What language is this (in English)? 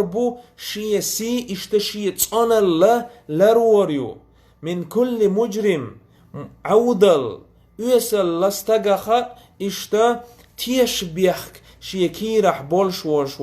Chechen